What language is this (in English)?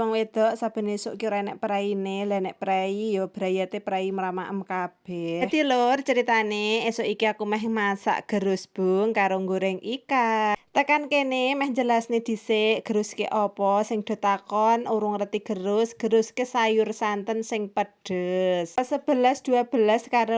Javanese